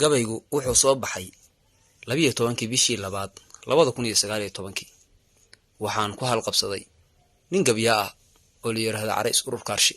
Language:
Somali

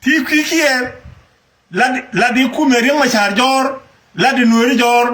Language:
Nuer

